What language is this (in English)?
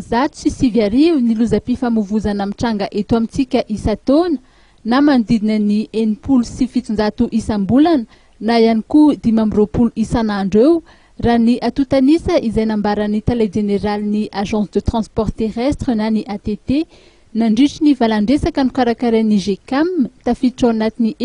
Malagasy